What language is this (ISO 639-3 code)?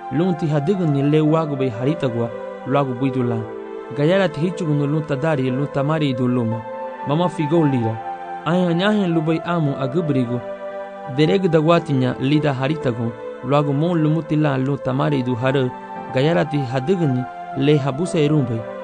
cab